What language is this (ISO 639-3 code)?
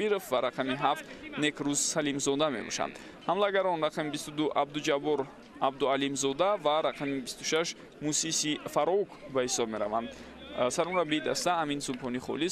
tgk